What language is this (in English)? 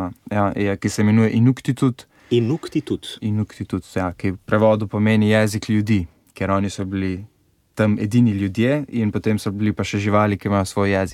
Slovenian